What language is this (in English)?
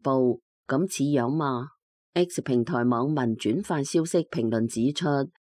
Cantonese